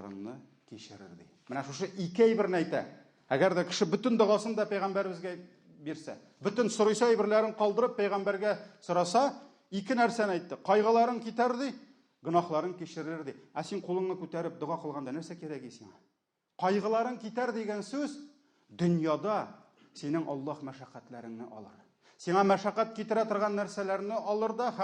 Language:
Tatar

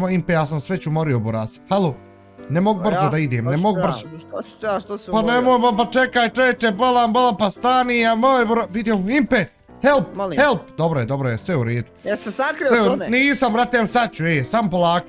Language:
Bosnian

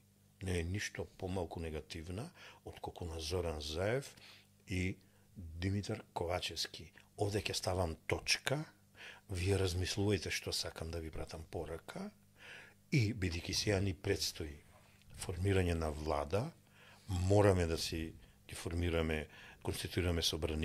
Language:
Macedonian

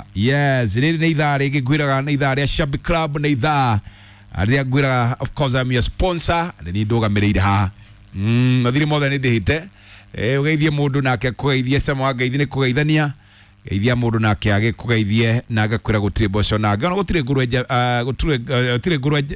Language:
Kikuyu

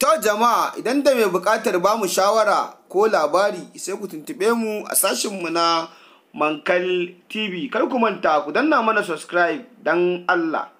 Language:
Hausa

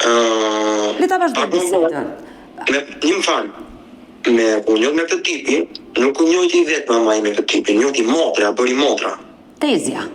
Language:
Albanian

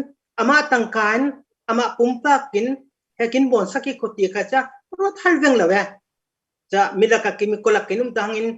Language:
Falam Chin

